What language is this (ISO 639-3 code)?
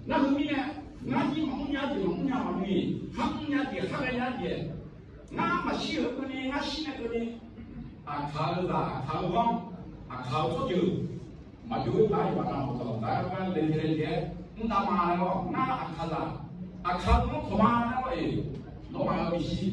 ahk